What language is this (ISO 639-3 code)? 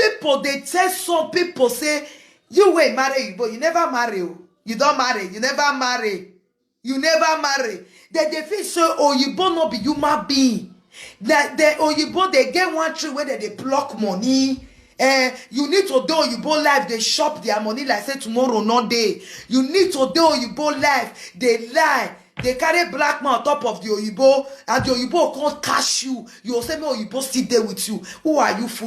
pcm